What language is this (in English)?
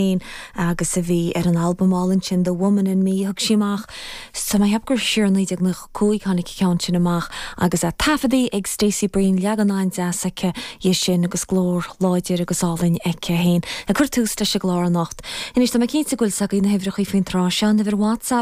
Irish